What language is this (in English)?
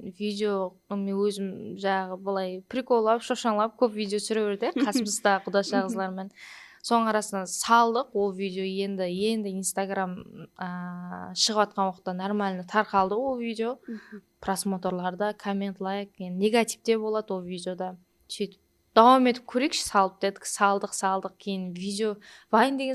Kara-Kalpak